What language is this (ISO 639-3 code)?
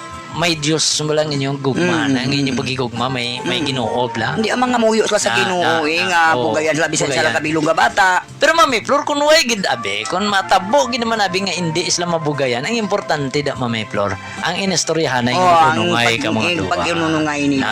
hil